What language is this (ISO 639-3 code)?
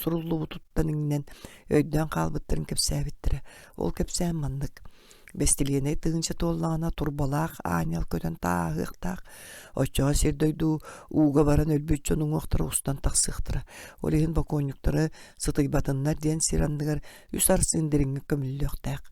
sah